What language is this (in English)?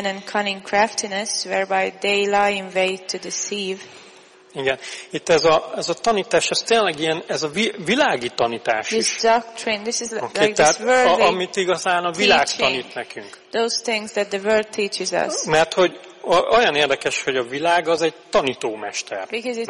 Hungarian